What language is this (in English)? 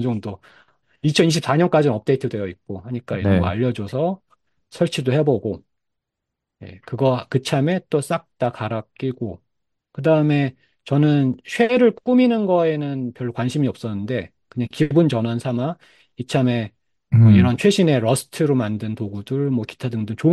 Korean